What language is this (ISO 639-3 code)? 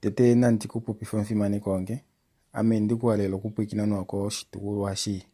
kua